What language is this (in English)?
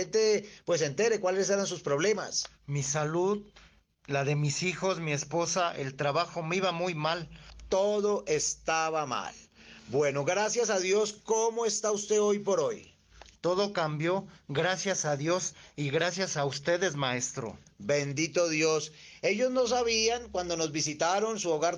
Spanish